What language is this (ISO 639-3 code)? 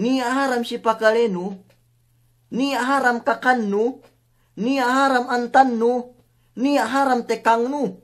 yka